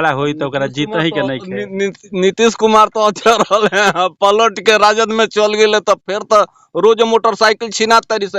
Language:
Bhojpuri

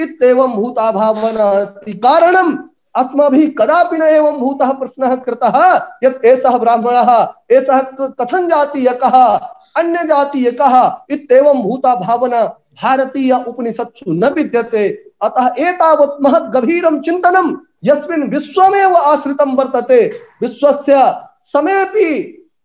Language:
Sanskrit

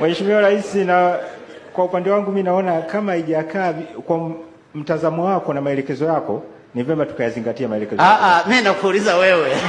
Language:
Swahili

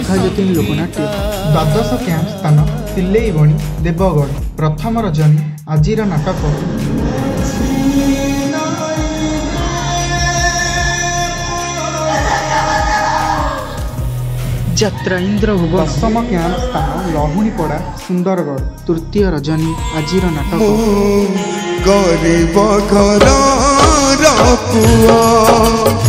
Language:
Odia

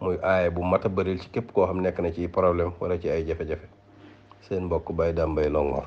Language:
Wolof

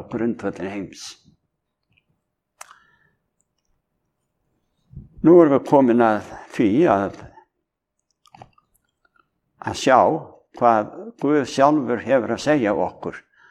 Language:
Icelandic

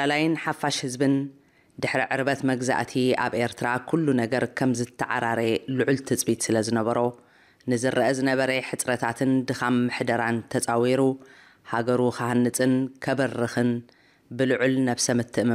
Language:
Tigrinya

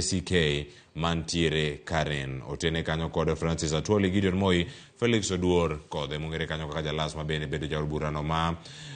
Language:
Luo (Kenya and Tanzania)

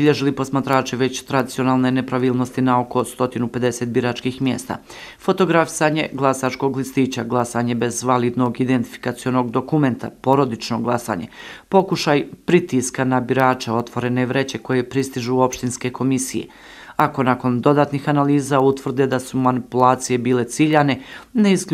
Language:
Croatian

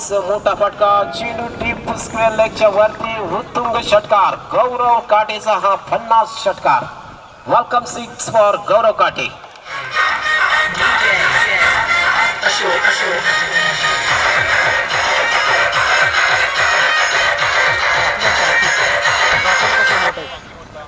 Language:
Marathi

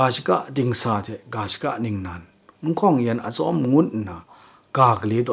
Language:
Kachin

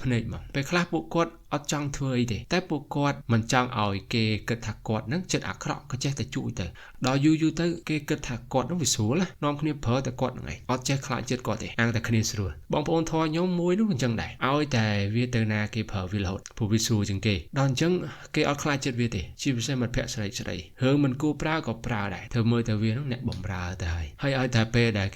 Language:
Khmer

